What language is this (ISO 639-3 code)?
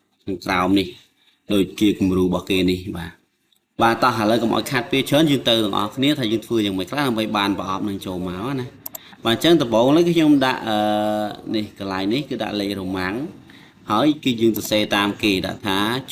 khm